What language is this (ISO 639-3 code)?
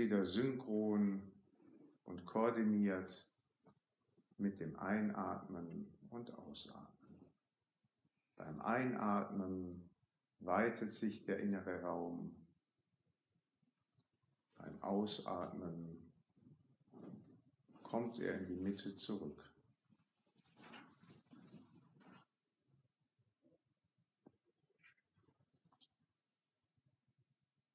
deu